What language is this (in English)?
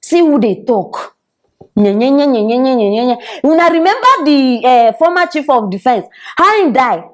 Nigerian Pidgin